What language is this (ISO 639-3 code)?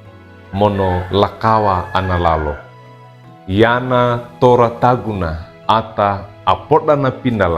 wew